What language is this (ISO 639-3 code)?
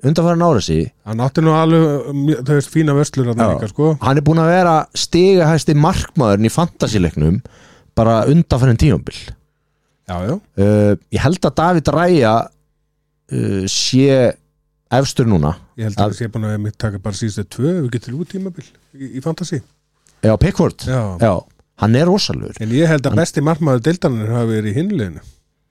isl